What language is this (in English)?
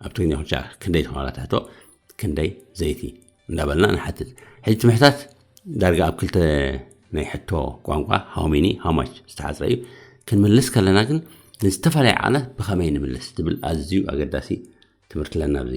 Tigrinya